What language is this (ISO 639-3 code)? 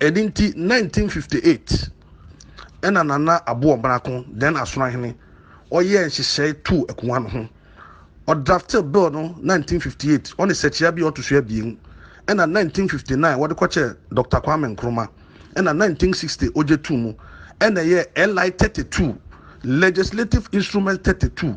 aka